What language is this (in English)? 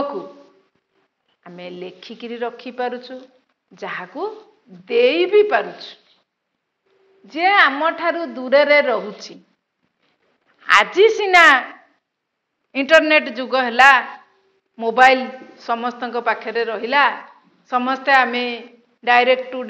Odia